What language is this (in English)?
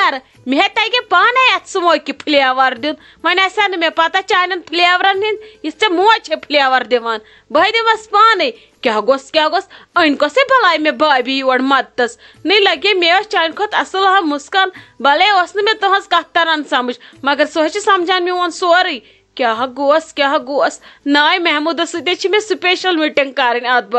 Kashmiri